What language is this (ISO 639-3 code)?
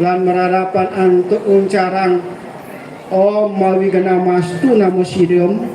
ban